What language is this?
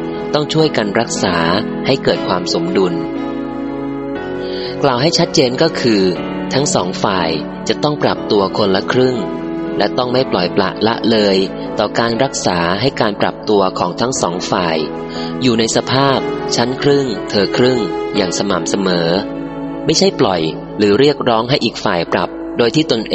Thai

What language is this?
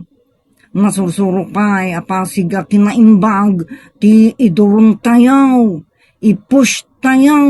Iloko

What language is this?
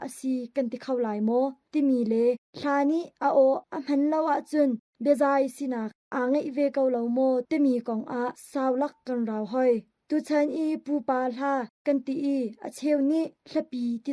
Hakha Chin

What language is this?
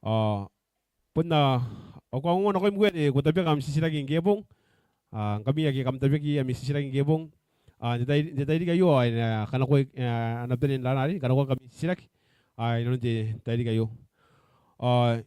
Gilbertese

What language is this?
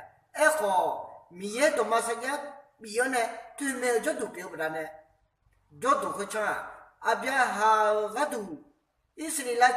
Akha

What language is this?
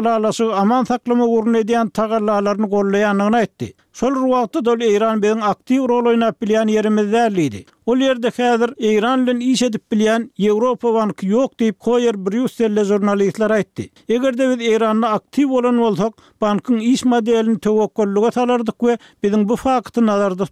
Turkmen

